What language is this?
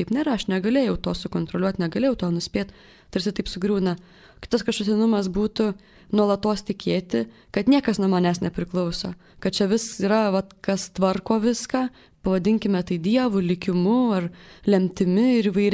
Lithuanian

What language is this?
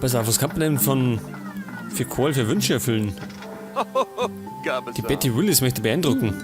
Bavarian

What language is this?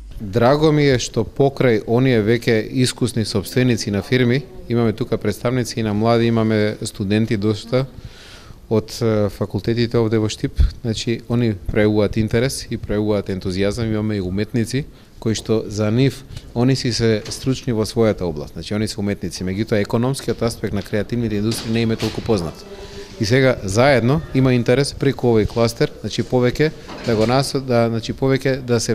Macedonian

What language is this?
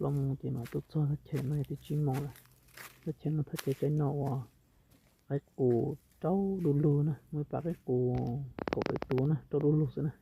Hmong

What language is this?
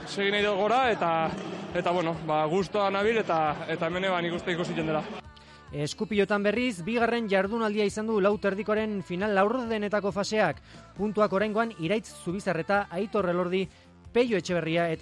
Basque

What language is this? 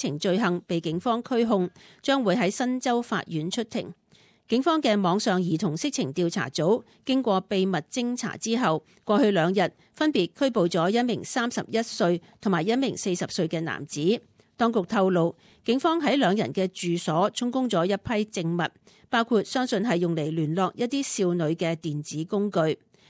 Cantonese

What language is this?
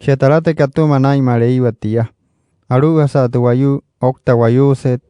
Wayuu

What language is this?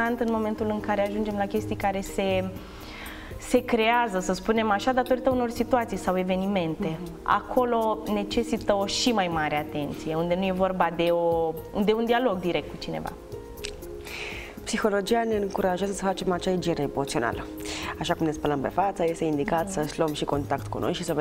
Romanian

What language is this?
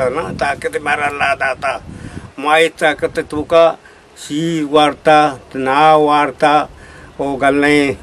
Eastern Balochi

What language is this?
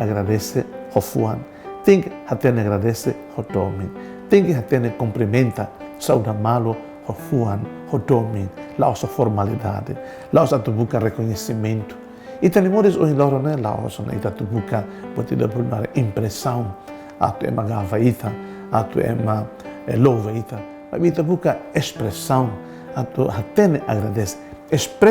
Tetum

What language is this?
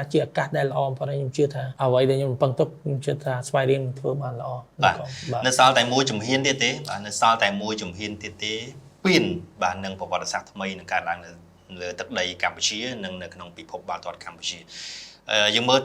Khmer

